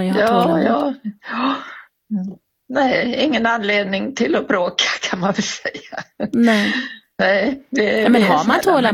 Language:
Swedish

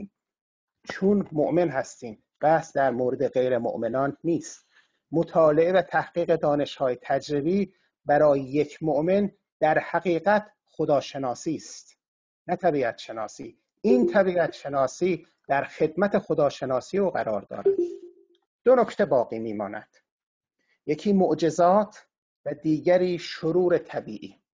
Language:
Persian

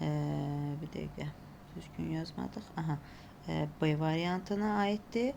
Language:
Azerbaijani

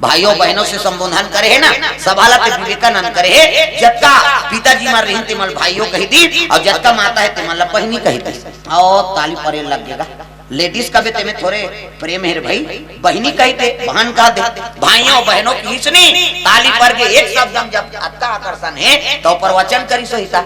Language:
Chhattisgarhi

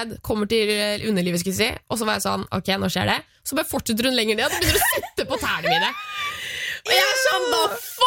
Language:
Norwegian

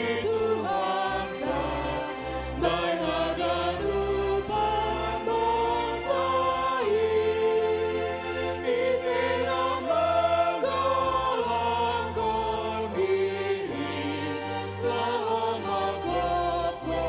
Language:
Batak Simalungun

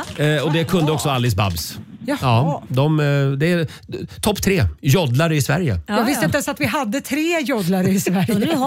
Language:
Swedish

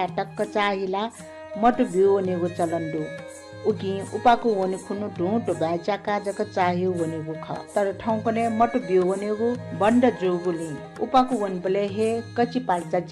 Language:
Newari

